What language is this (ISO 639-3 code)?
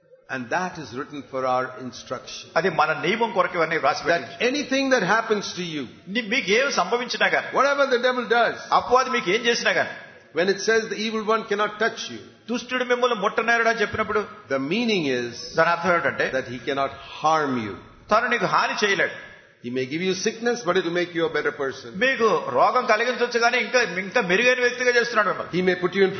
tel